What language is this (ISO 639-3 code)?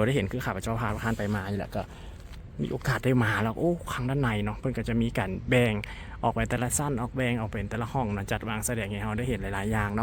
lao